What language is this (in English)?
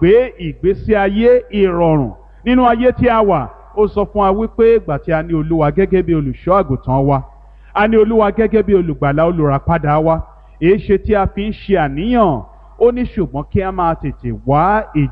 Yoruba